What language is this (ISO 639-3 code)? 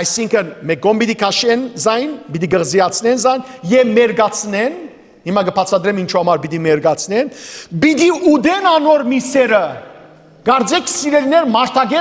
hyw